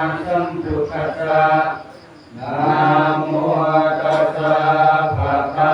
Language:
Pali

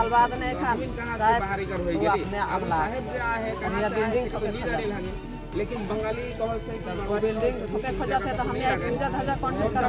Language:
Sadri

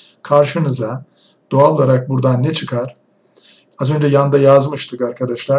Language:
Turkish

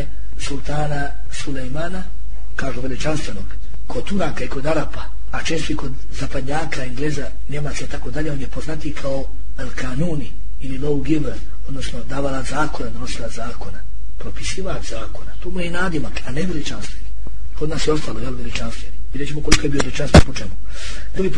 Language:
Bosnian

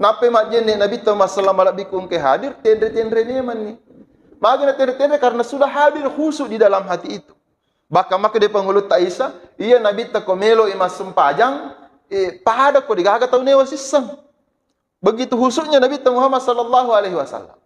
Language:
Buginese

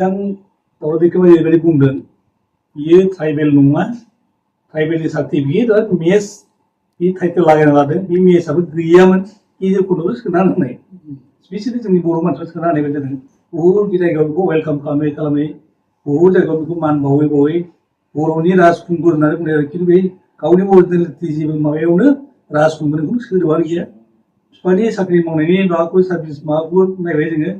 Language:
Bodo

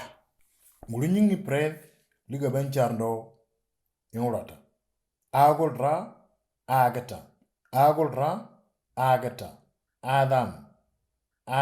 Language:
Moro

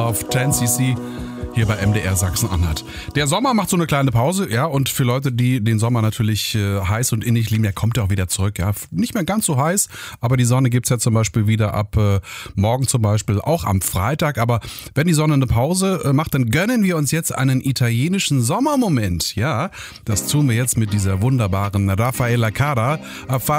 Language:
German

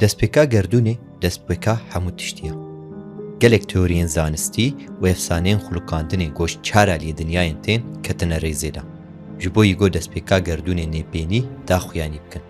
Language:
Kurdish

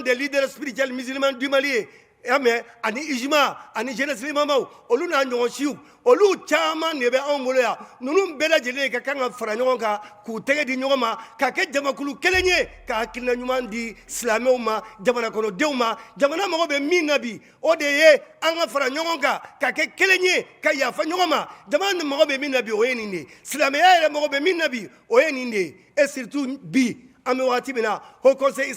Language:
Bambara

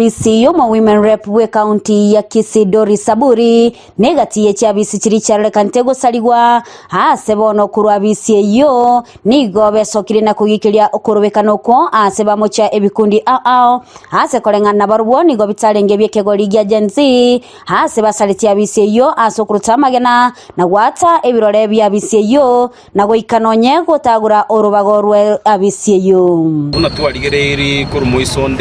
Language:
Gusii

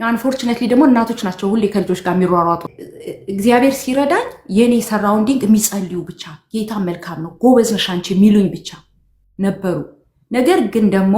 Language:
Amharic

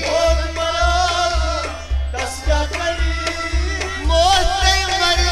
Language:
Kashmiri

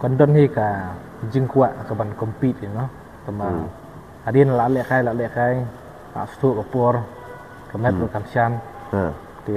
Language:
Khasi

